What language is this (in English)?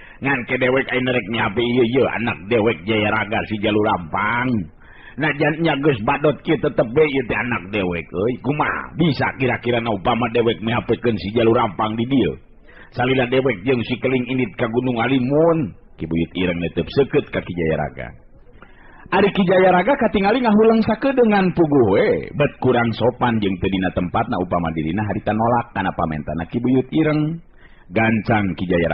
Sundanese